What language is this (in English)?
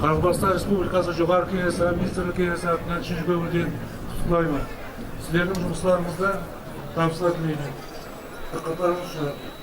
Kara-Kalpak